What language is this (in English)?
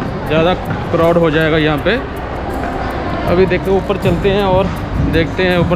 Hindi